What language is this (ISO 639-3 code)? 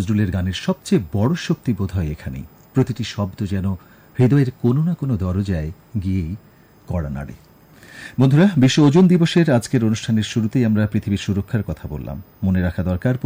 ben